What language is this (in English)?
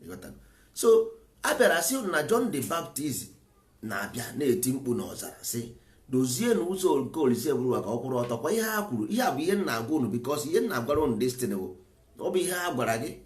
Igbo